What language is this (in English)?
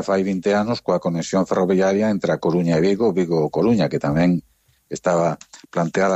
Galician